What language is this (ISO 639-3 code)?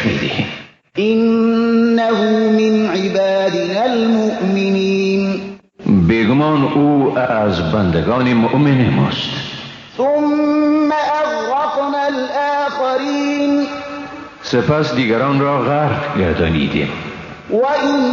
fas